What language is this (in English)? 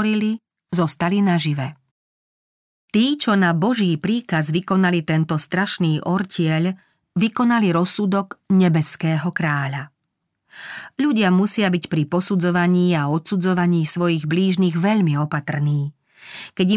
Slovak